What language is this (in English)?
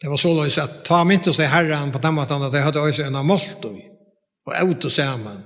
Faroese